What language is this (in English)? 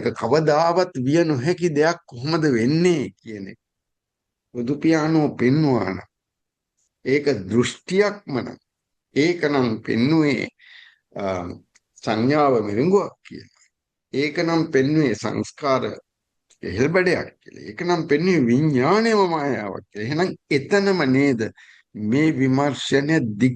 Sinhala